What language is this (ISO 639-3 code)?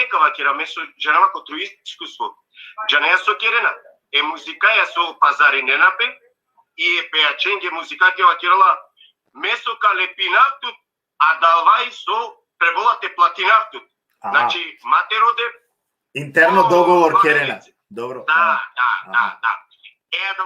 rmn